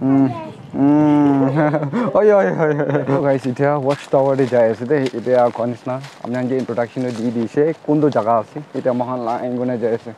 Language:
Naga Pidgin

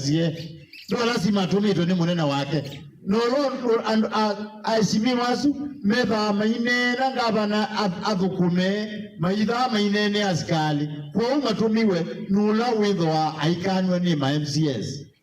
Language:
Kamba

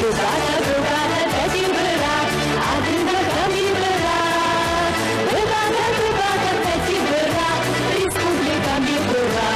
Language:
Adyghe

